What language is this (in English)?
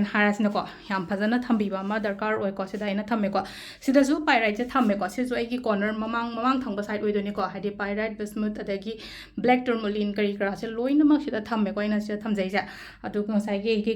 Manipuri